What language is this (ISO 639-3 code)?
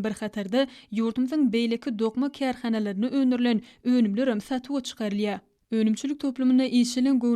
tuk